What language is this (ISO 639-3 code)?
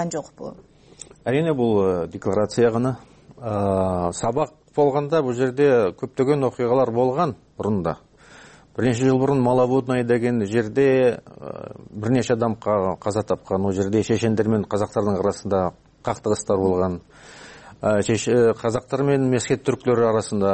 kir